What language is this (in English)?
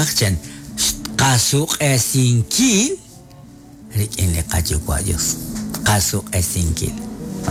Kekchí